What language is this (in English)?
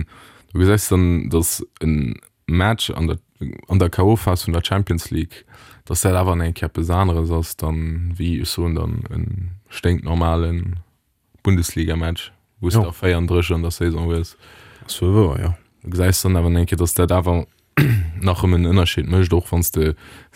Luxembourgish